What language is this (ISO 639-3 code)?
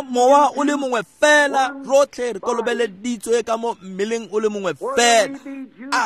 tsn